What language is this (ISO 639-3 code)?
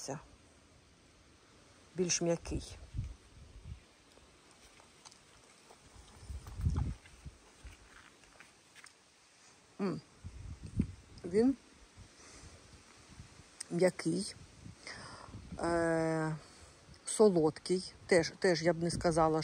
ukr